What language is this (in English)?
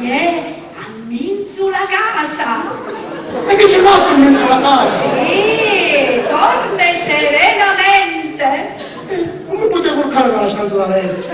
Sicilian